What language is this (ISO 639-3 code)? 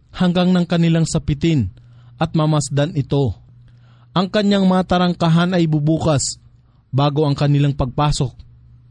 fil